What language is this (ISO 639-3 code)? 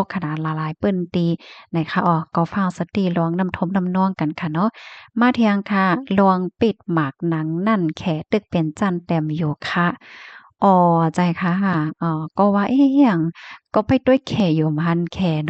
shn